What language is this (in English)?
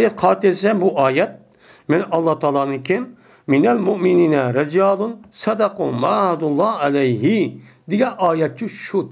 Uyghur